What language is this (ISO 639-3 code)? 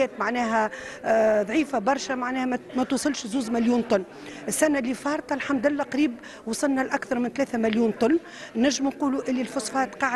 aeb